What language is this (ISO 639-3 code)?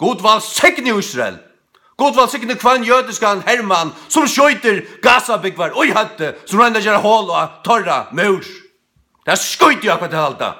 fao